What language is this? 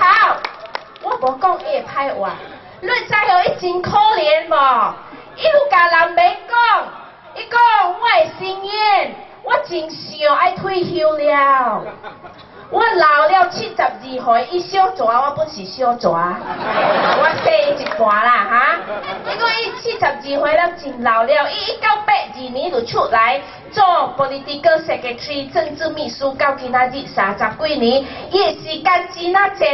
Min Nan Chinese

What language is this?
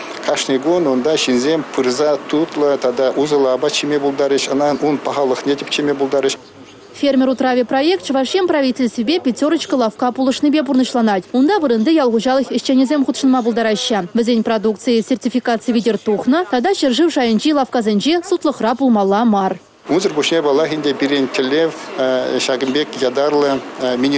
Chuvash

